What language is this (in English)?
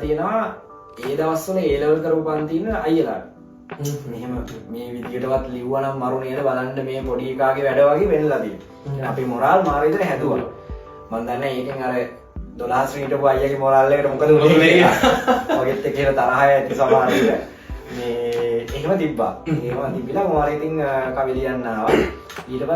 Sinhala